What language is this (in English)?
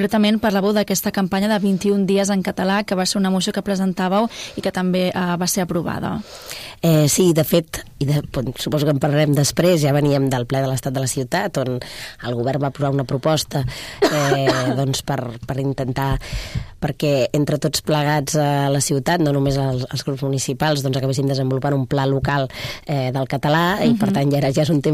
Catalan